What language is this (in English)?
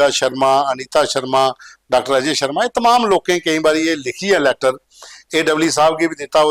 Dogri